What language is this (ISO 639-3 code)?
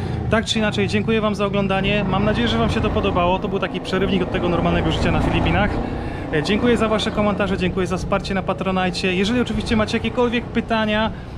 pol